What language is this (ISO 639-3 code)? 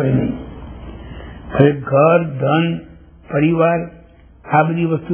guj